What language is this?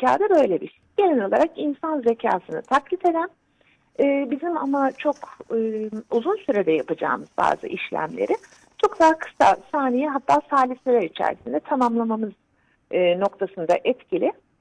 Turkish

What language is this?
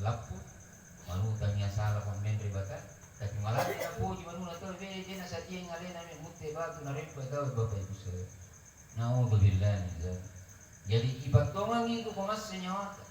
Buginese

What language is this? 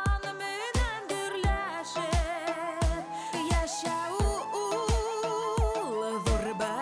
Bashkir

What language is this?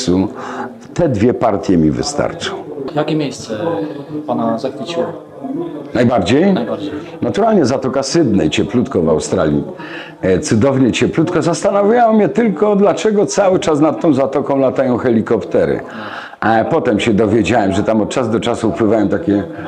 Silesian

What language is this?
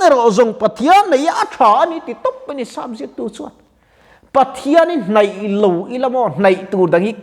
Mizo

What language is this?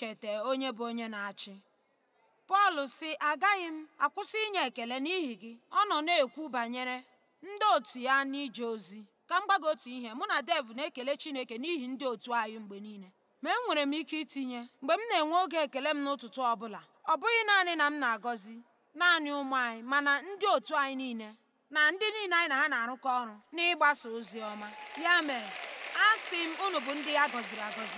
Igbo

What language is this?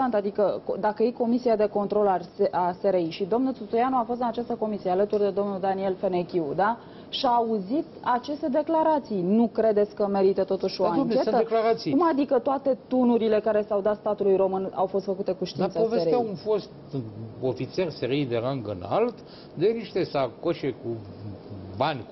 Romanian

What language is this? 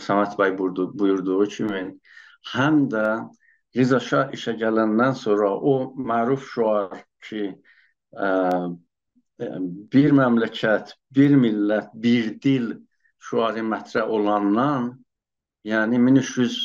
South Azerbaijani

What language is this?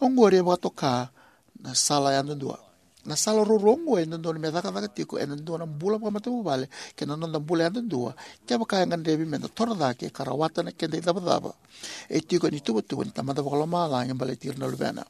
Fijian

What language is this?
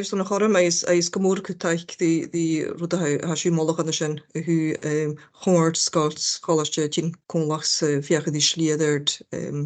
Scottish Gaelic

